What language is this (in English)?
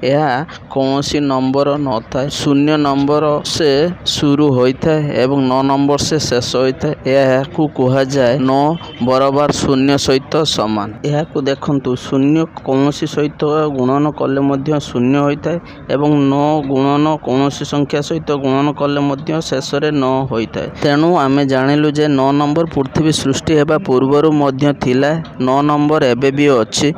Odia